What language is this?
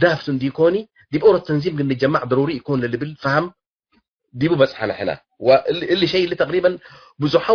Tigre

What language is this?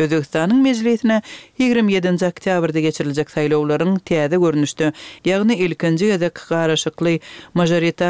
Turkmen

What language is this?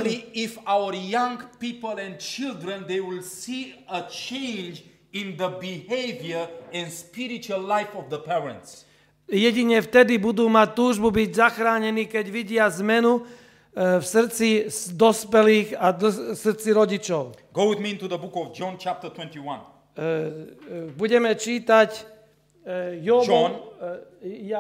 Slovak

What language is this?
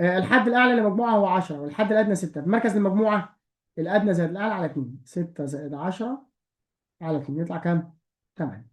Egyptian Arabic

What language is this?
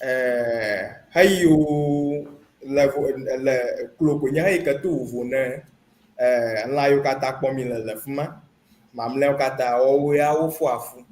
Ewe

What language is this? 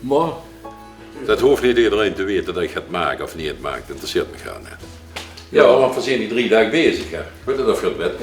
Limburgish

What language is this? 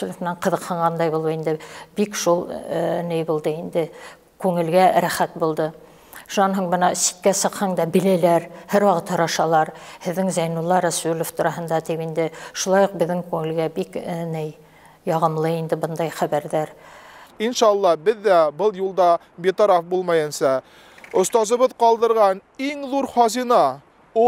Bashkir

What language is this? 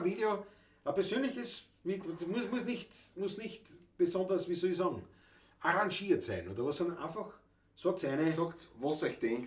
Bavarian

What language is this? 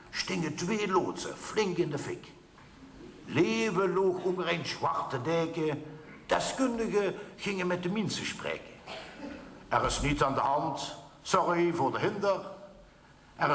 Limburgish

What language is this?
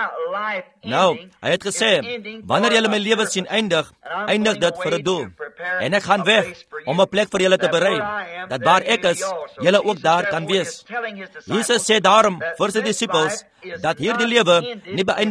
Afrikaans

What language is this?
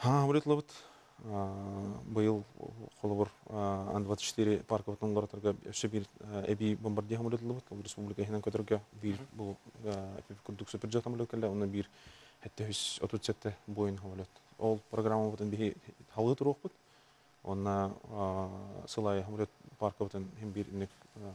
Yakut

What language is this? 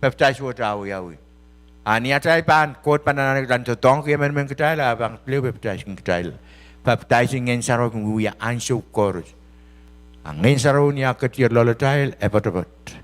Pohnpeian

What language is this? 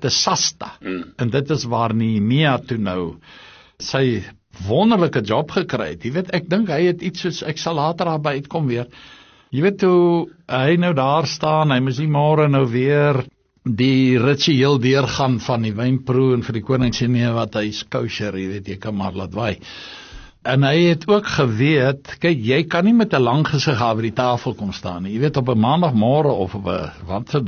Afrikaans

